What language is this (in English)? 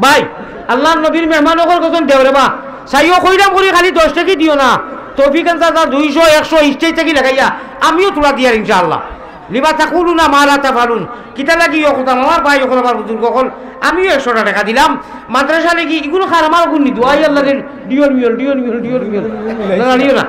Sylheti